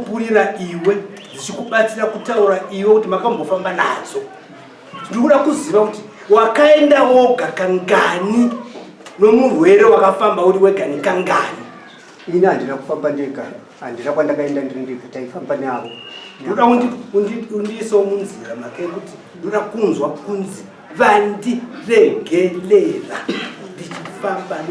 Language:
Shona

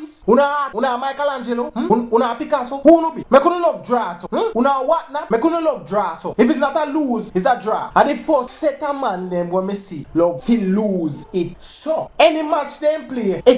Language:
Jamaican Creole English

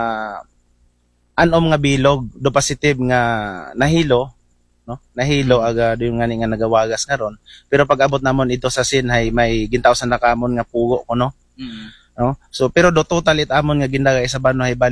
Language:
Aklanon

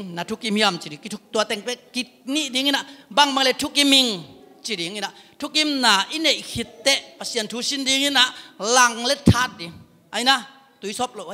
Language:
Tedim Chin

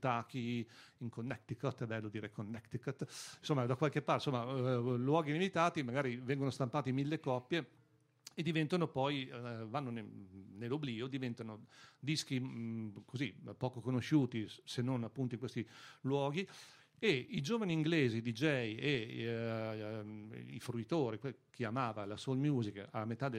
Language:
Italian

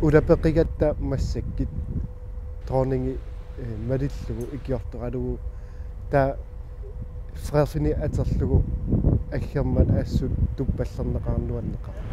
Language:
Kalaallisut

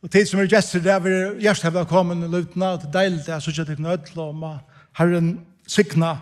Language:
Faroese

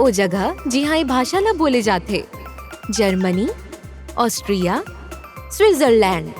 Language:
Chhattisgarhi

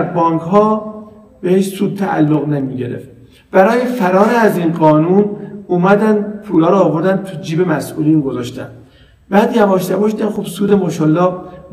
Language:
Persian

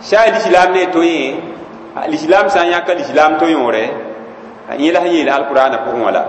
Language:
Mossi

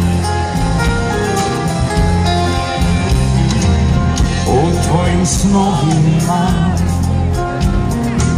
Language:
Serbian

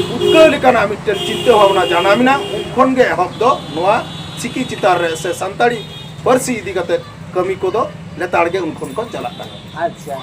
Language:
Santali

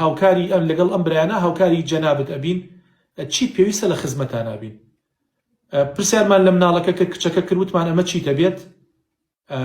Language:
Central Kurdish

